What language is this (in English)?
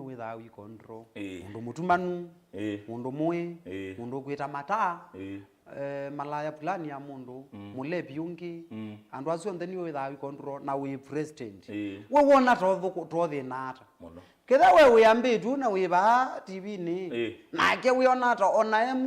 Kamba